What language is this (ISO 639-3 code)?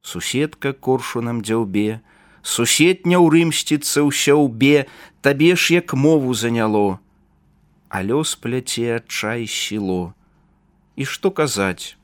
bel